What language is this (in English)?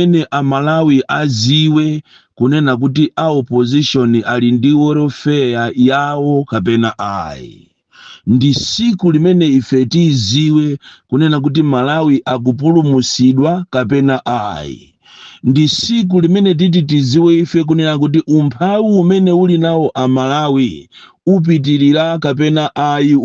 Nyanja